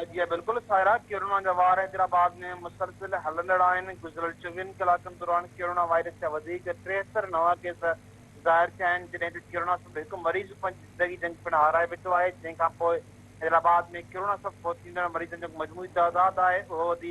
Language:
Sindhi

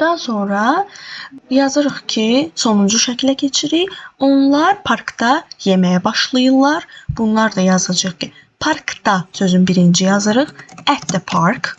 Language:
Azerbaijani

